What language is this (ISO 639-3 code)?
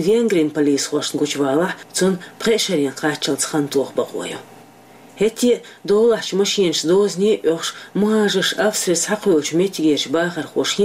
che